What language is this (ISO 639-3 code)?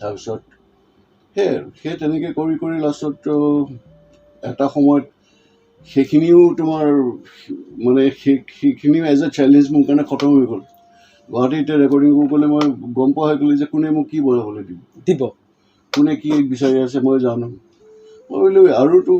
asm